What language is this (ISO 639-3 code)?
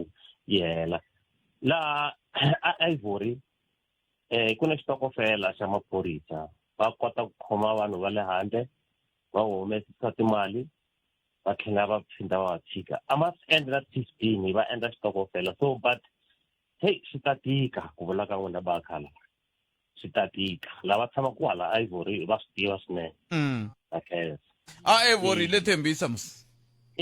tso